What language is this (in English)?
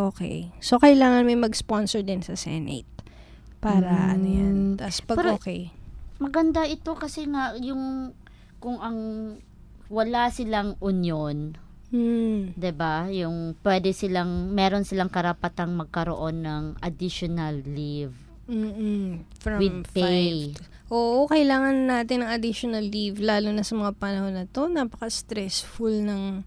Filipino